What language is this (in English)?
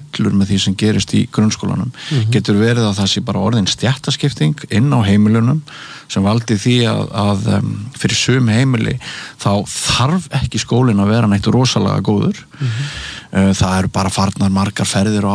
Icelandic